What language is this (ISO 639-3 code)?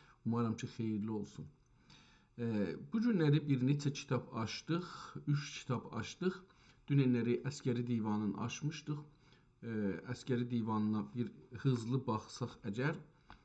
azb